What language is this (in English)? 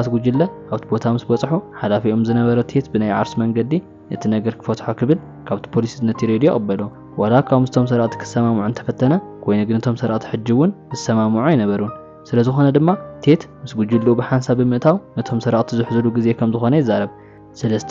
Tigrinya